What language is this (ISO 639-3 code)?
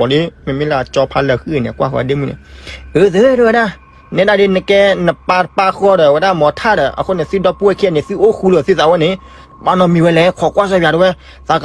ksw